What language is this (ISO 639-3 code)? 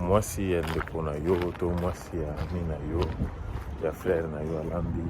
lin